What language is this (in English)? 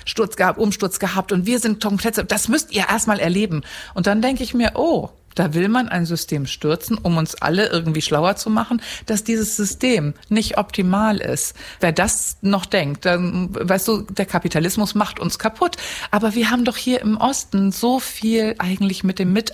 German